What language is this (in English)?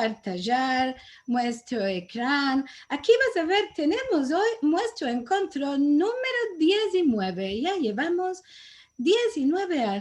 Ladino